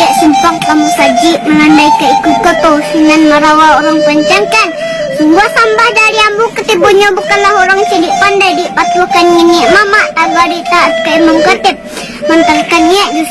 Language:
Minangkabau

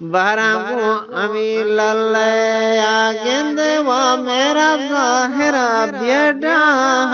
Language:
Eastern Balochi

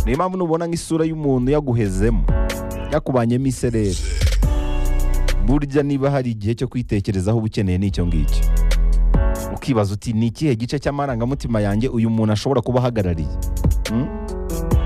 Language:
Kinyarwanda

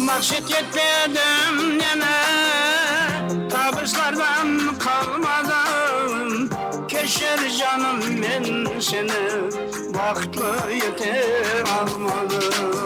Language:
Kara-Kalpak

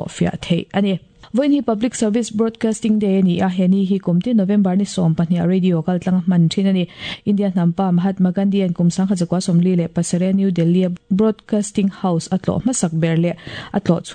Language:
Mizo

